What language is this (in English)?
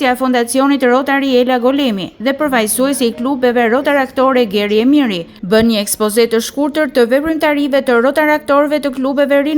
Albanian